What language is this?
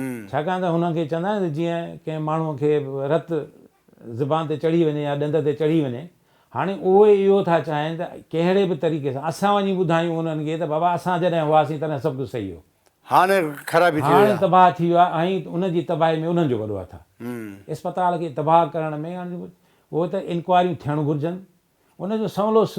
Sindhi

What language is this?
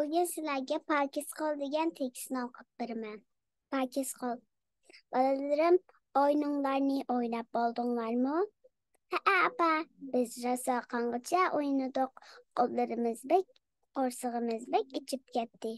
Uyghur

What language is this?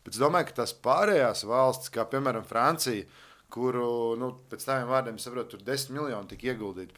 Latvian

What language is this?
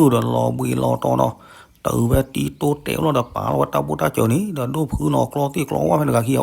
S'gaw Karen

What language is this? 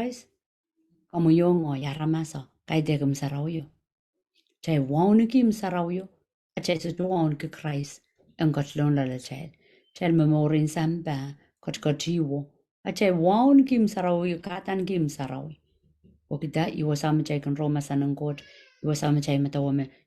Pohnpeian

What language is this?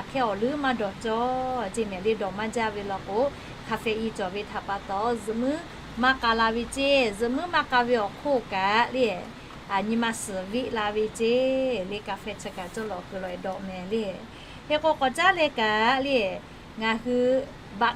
Lahu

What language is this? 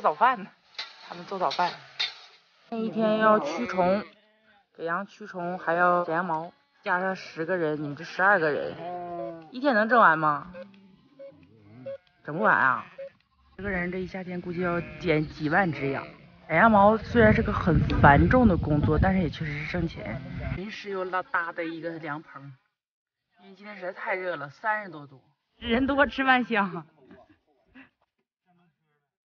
Chinese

